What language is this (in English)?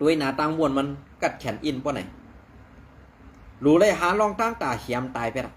Shan